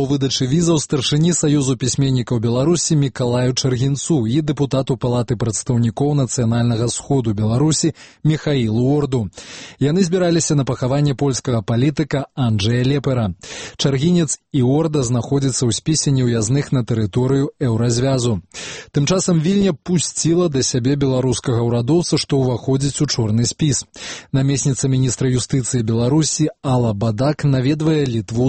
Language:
Belarusian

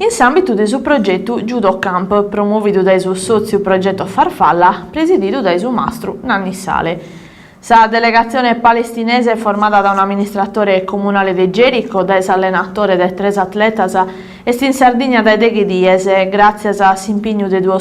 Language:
Sardinian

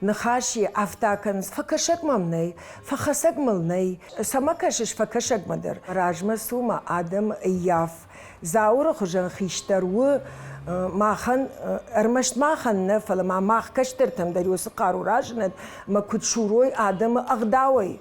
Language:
Ossetic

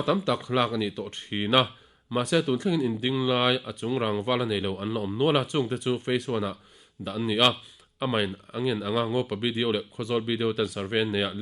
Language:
Mizo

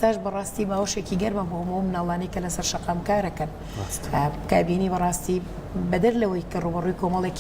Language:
Central Kurdish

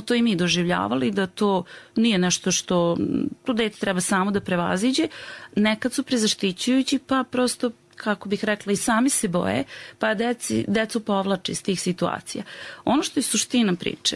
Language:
Serbian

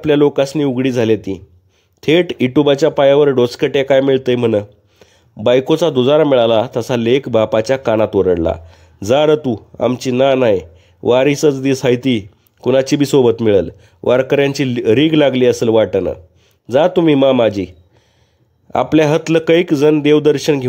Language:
Marathi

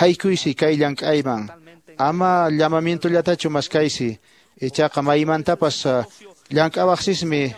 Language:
Quechua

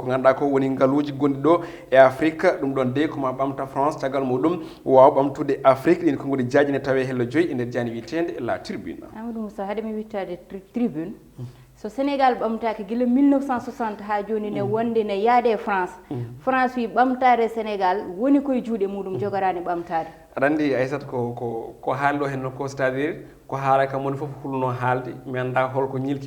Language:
Fula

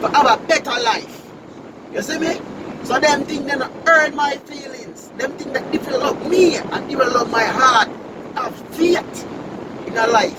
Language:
Jamaican Creole English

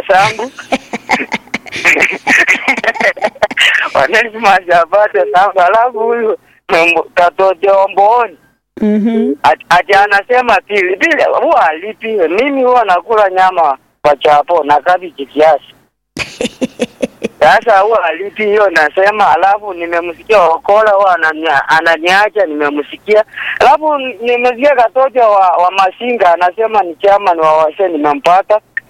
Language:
Swahili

